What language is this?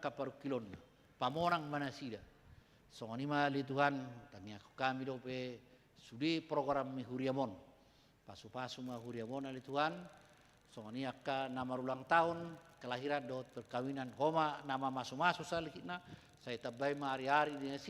Batak Toba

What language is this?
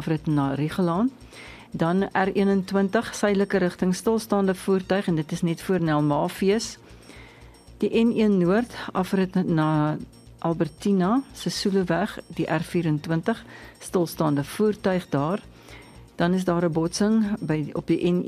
Afrikaans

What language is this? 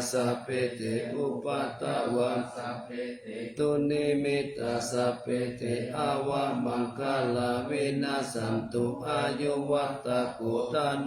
Pali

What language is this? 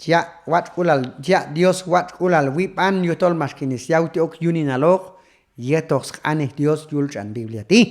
Q'anjob'al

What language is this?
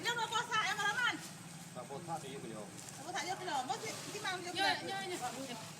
Achinese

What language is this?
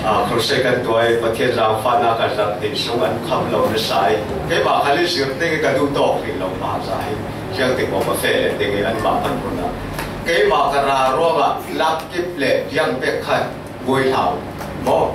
Falam Chin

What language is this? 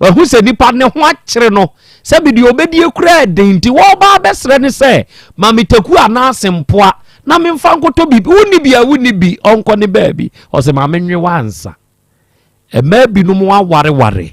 Akan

